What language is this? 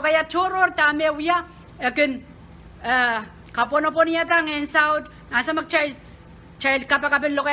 Pohnpeian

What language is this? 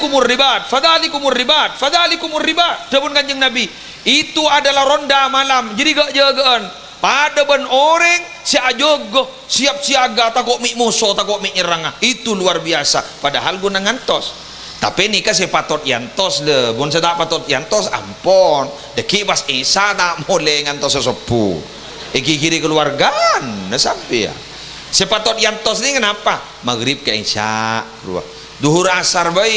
Madurese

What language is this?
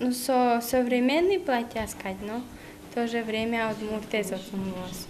Udmurt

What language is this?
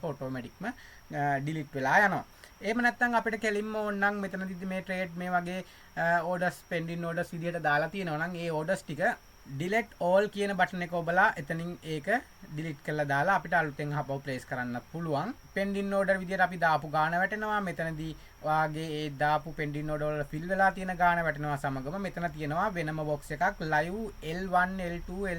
Sinhala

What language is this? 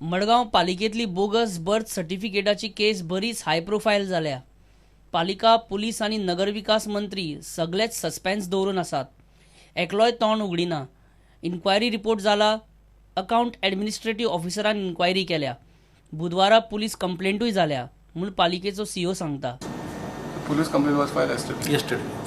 Konkani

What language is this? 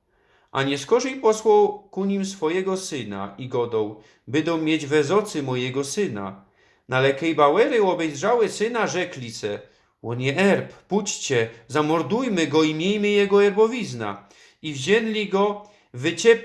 Silesian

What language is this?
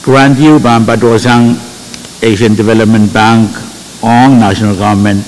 Pohnpeian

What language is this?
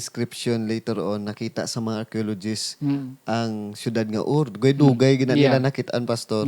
Hiligaynon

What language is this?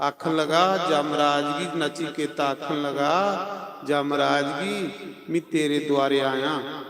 Dogri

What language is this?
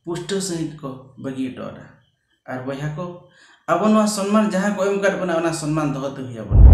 Santali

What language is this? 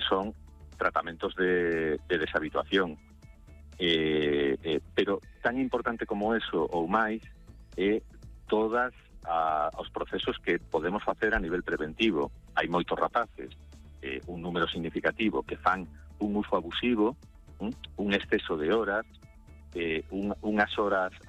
Galician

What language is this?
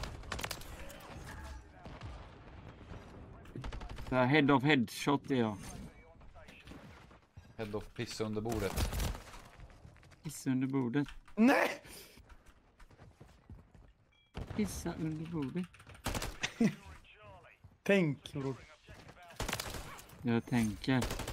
Swedish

